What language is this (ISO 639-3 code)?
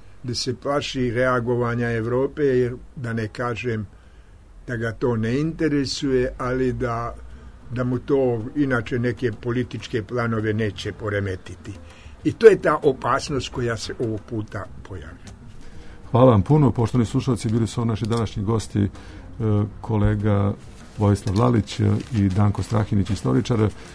srp